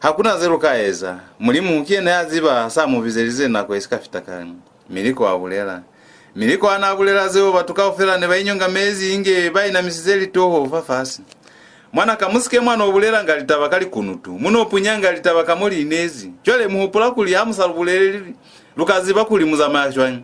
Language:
Lozi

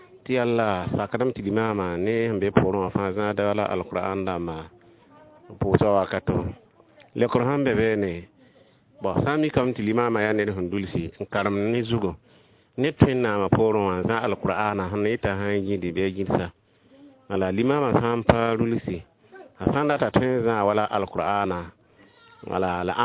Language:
Mossi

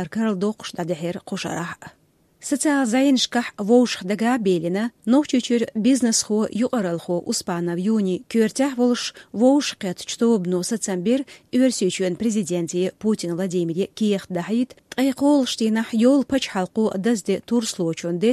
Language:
Chechen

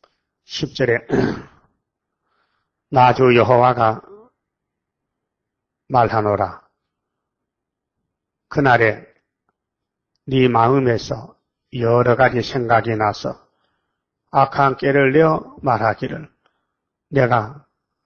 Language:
Korean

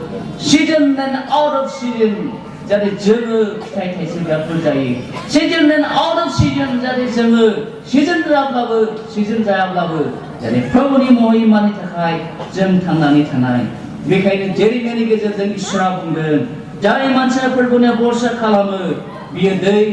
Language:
Bodo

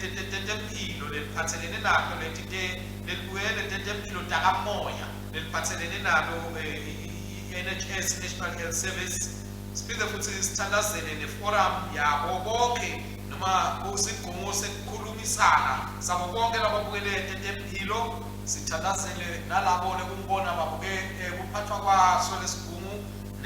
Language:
Swati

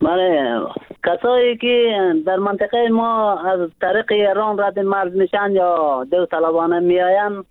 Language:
Persian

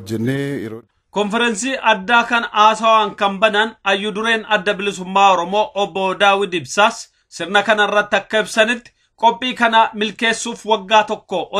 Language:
Oromo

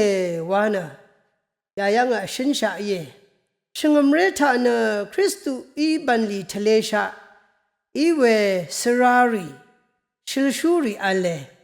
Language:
Rawang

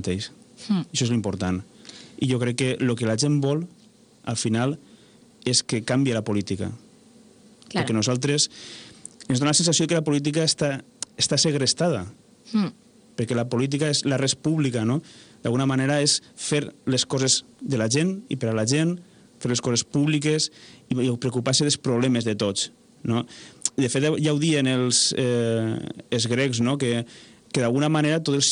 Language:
Catalan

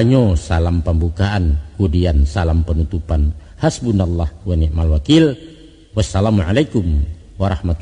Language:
Minangkabau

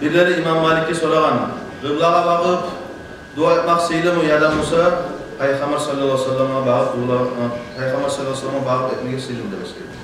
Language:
Kumyk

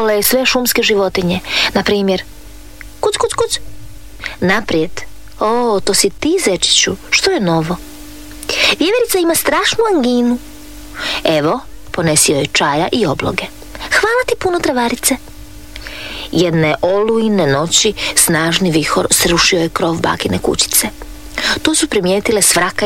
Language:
Croatian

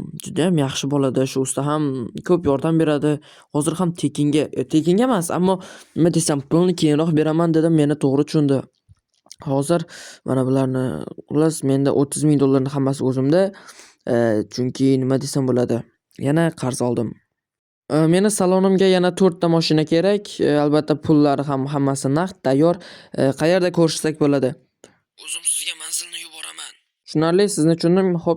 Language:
Uzbek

